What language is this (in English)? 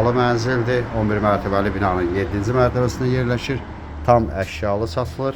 Azerbaijani